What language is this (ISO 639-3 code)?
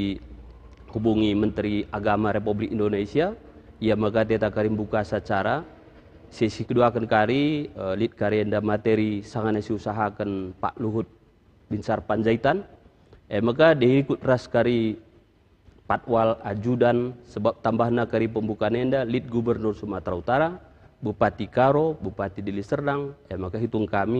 btx